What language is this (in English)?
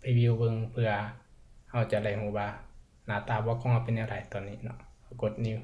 Lao